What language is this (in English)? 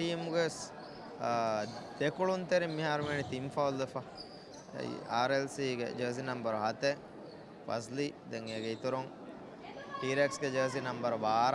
Divehi